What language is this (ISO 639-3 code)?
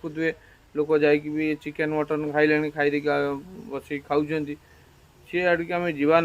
ori